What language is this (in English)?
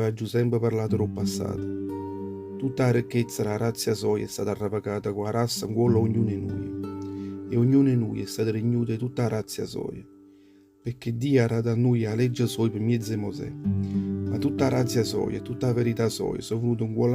Neapolitan